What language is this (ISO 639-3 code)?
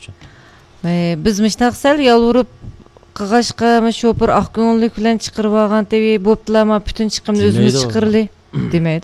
uig